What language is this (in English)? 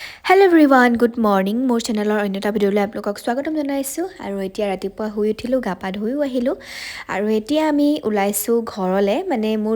Assamese